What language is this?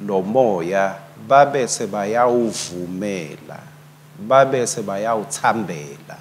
Swati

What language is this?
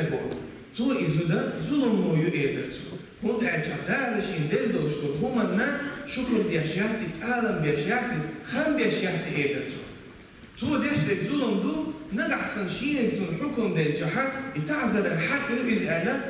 Chechen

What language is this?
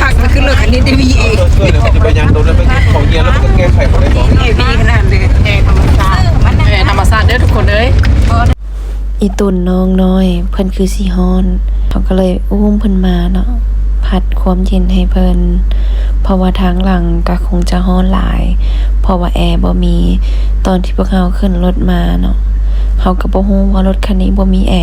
Lao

